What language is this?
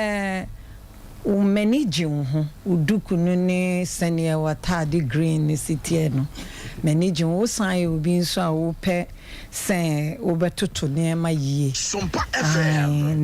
Akan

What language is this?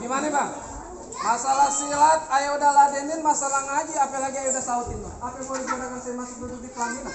Betawi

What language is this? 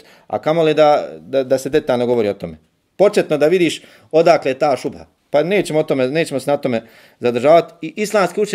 Bosnian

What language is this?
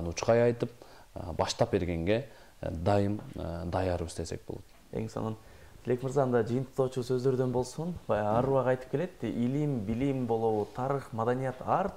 Kyrgyz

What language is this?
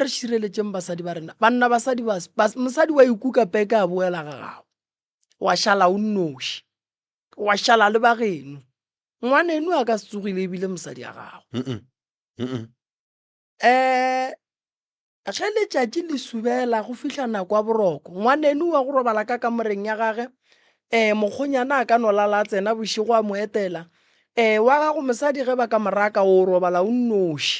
Northern Sotho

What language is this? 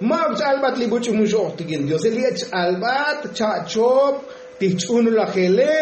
Tzotzil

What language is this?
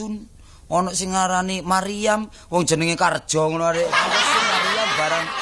Javanese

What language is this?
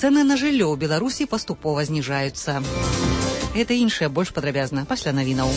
Belarusian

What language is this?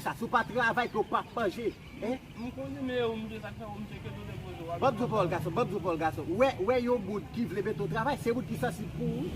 Haitian Creole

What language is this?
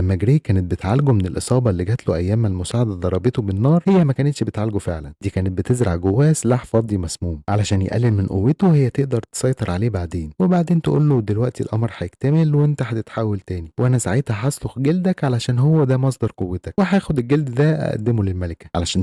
Egyptian Arabic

